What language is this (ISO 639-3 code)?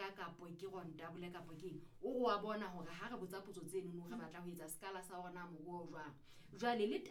sot